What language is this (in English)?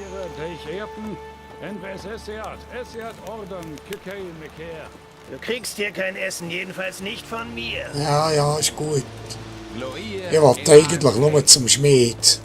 Swiss German